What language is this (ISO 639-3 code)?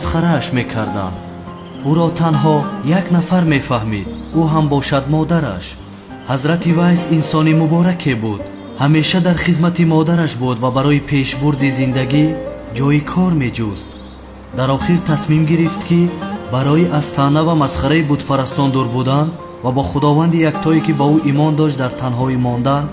tgk